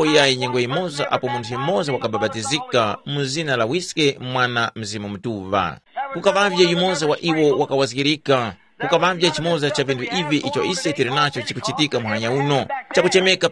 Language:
Tumbuka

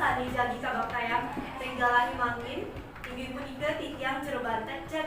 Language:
Balinese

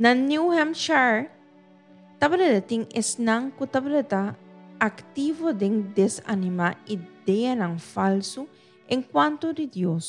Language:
Papiamento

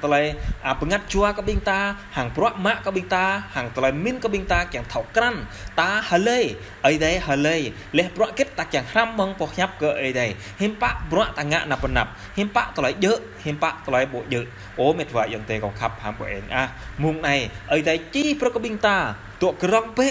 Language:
Jarai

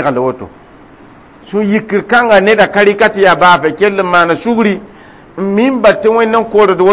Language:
Mossi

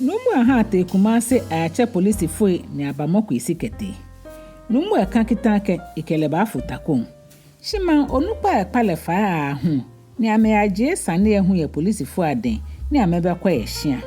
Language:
Ga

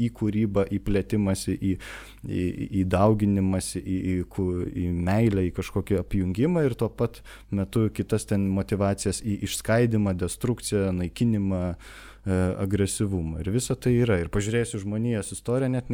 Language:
Lithuanian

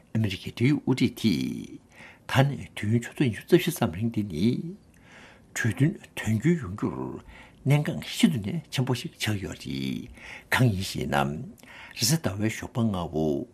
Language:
Tibetan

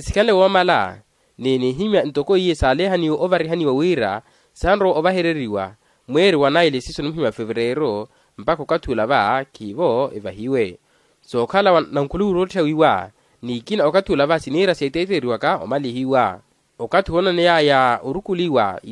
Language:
Makhuwa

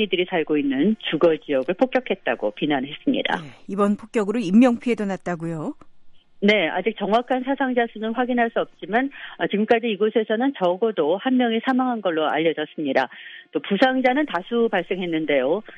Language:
Korean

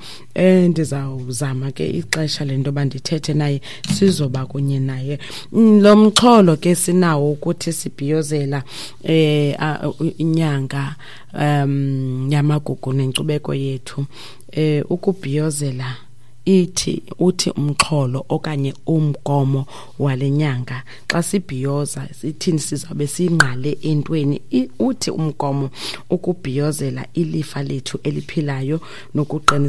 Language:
Xhosa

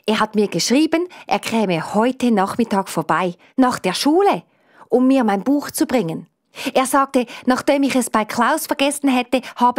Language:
Swiss German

